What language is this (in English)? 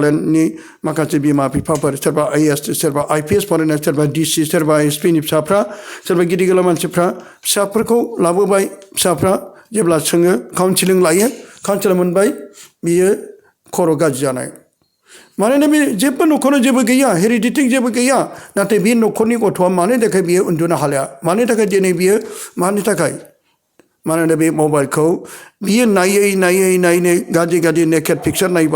Bodo